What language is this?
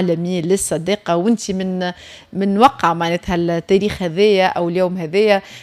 Tunisian Arabic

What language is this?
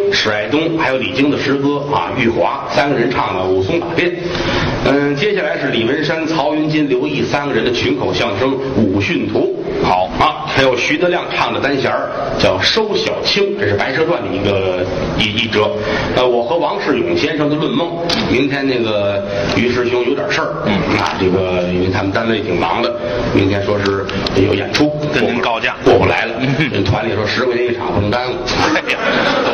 Chinese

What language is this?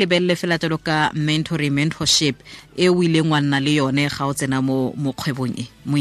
Tswana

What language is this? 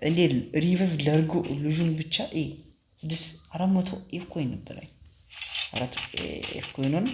Amharic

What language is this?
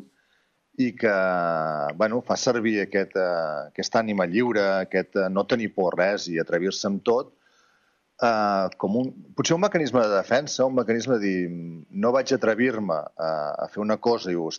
Catalan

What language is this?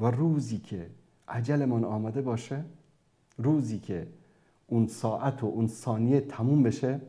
Persian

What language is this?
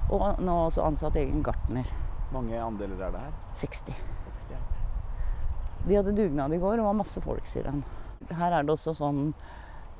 Norwegian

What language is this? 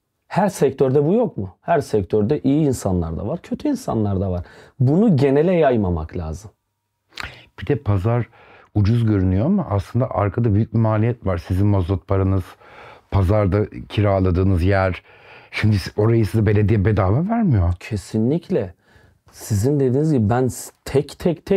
Turkish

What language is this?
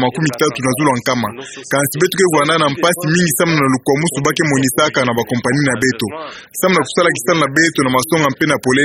Kituba (Democratic Republic of Congo)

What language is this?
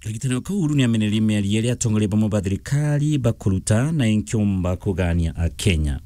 Meru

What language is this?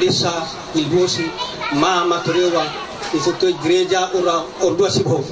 Nias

